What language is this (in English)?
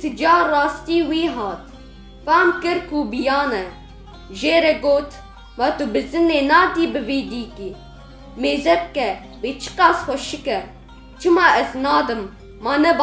Kurdish